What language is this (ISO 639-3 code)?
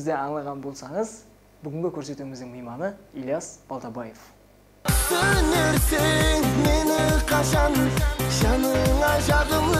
kaa